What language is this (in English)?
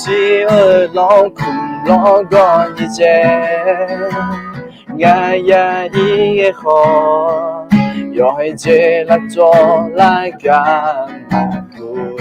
Akha